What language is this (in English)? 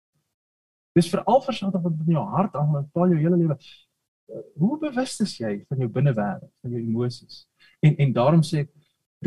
Afrikaans